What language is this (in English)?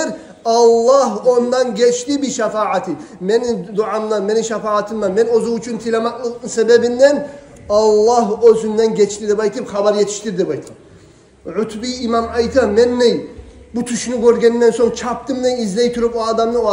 Kumyk